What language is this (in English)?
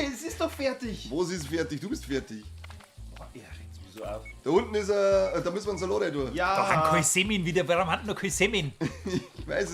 Bavarian